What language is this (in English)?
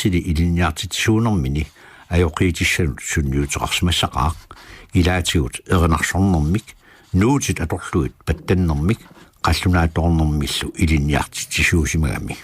Kalaallisut